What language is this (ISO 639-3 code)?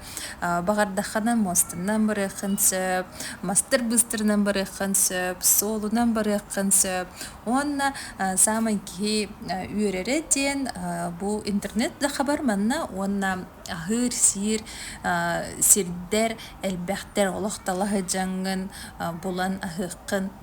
sah